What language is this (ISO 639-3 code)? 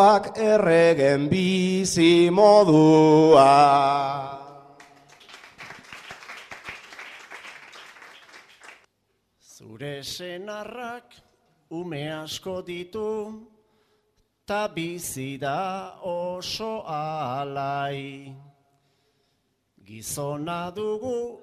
eus